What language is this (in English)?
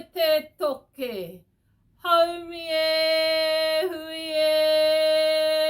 Māori